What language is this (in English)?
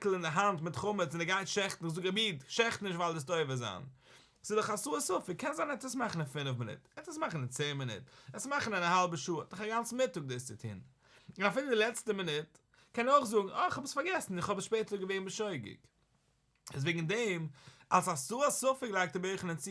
Yiddish